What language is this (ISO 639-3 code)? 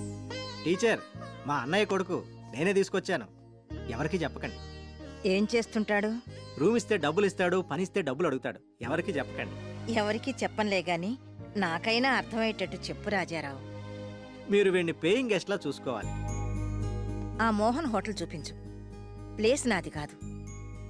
tel